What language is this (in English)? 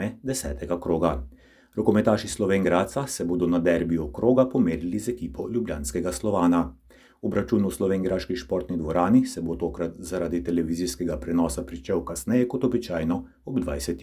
Slovenian